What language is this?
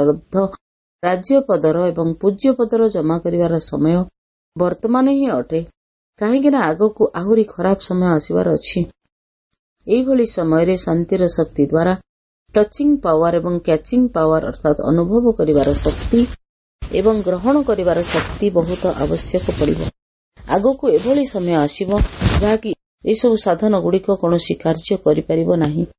Odia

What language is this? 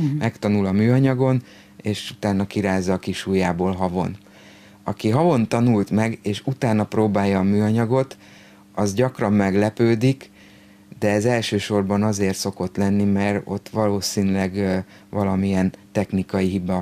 Hungarian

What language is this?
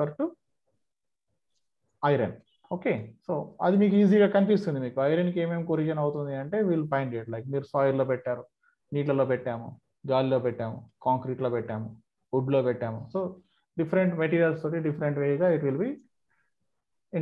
Telugu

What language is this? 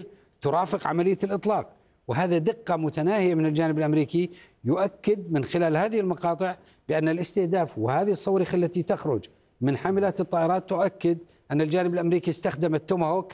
Arabic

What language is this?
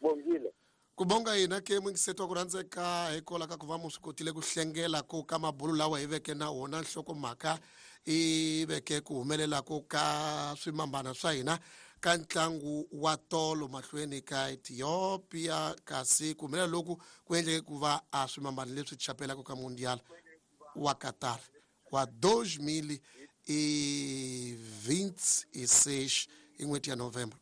Tsonga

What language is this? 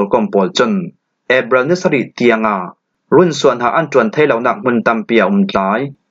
Falam Chin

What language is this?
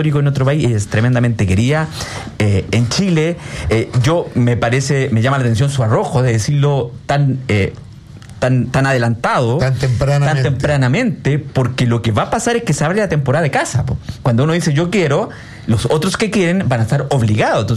Spanish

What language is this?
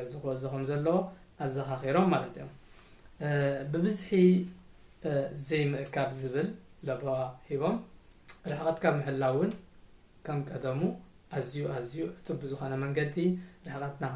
Tigrinya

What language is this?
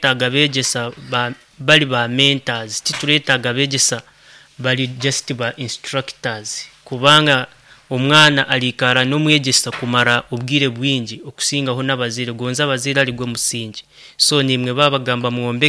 Nyankole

